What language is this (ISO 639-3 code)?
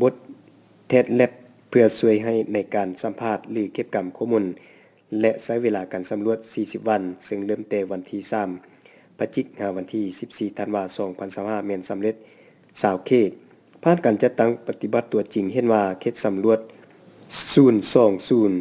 lao